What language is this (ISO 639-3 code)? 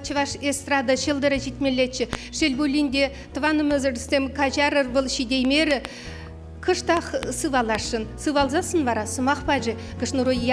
chv